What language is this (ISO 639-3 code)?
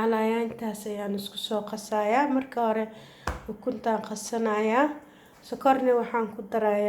som